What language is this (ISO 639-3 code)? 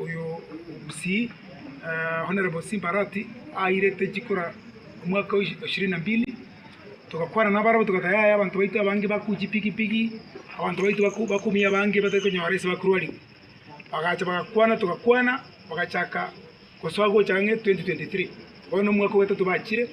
guz